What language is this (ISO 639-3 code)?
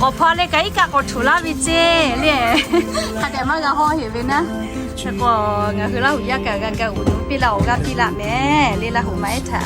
lhu